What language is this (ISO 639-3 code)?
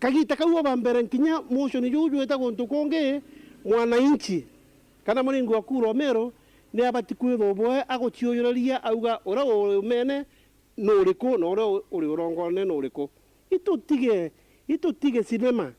mer